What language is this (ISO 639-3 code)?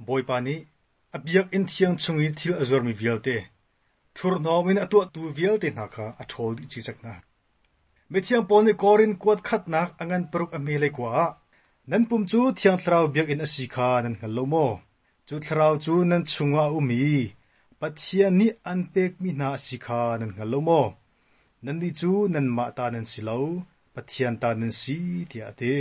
cnh